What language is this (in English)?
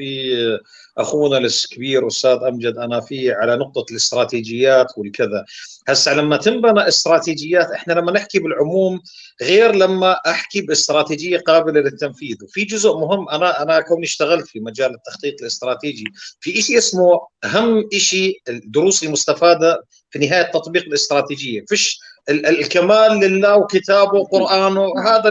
North Levantine Arabic